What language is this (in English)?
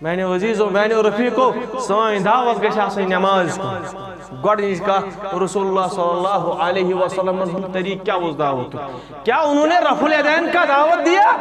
Kashmiri